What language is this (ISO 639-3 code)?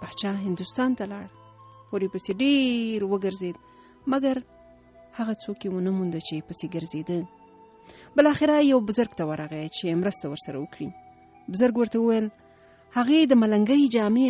pus